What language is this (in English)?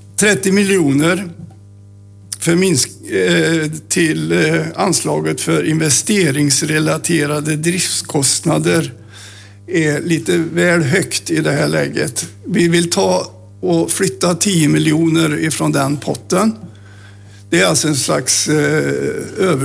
Swedish